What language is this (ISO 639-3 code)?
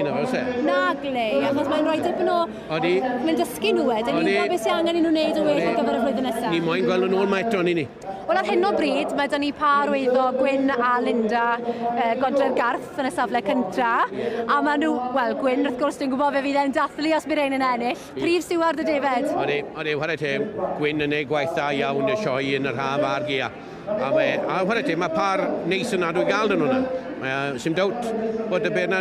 cym